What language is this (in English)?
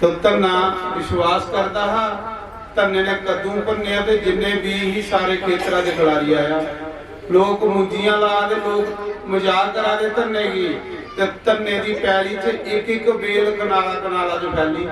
Dogri